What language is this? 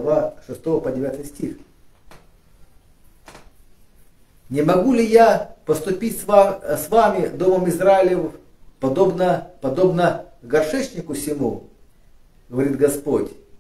Russian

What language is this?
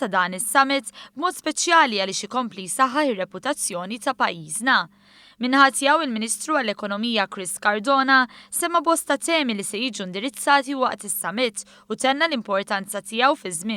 Maltese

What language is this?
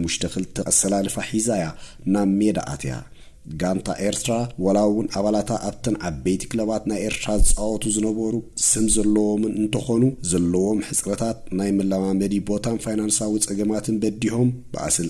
Tigrinya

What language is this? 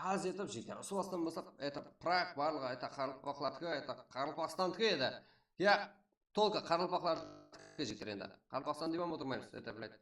Kara-Kalpak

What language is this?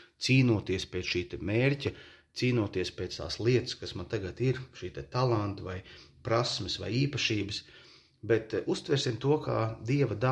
Latvian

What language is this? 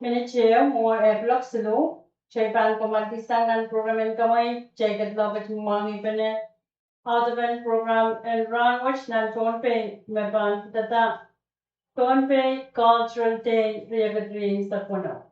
Pohnpeian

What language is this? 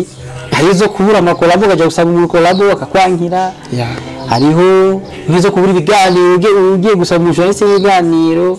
Rundi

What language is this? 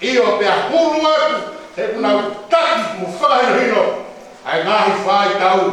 Tongan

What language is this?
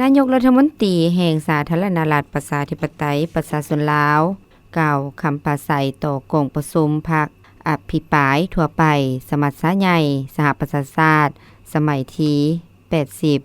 Lao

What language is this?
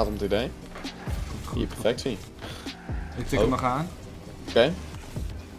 Dutch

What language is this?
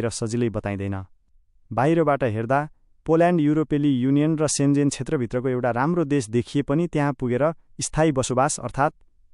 Nepali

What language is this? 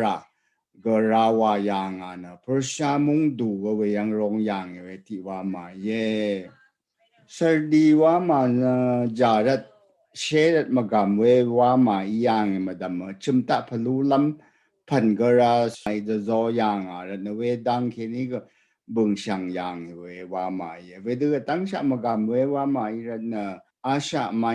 Rawang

